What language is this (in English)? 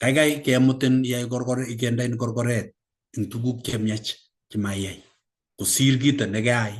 Kalenjin